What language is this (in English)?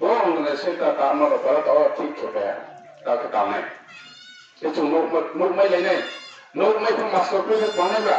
Riang (India)